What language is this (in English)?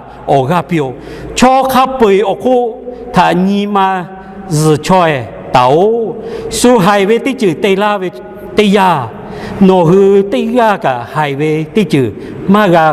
Lahu